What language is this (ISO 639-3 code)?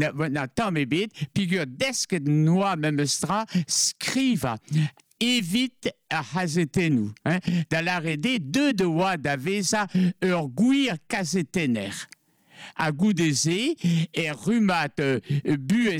bre